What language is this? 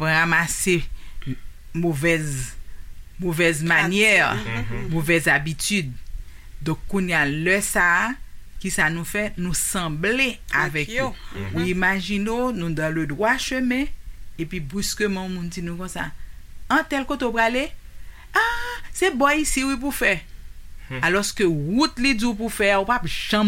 Haitian Creole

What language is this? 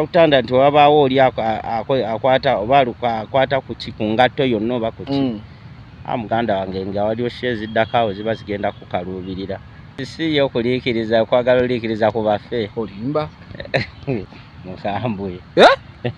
Ganda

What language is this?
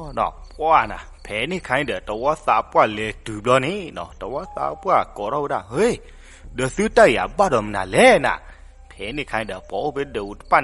S'gaw Karen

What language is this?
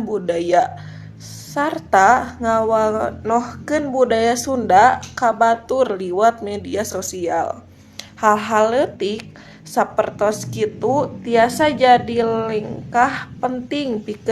Sundanese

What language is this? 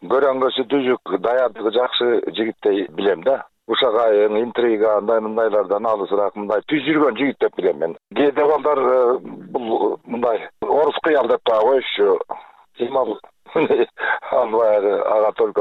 Kyrgyz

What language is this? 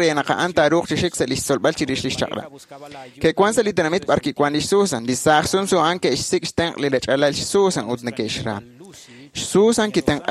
Kekchí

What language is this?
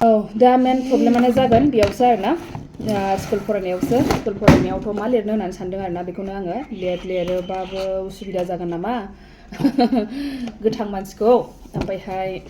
Bodo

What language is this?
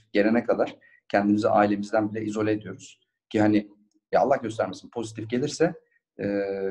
Turkish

